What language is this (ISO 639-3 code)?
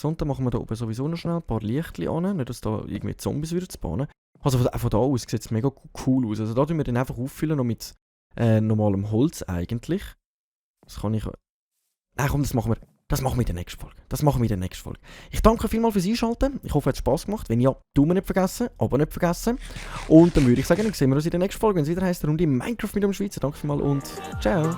gsw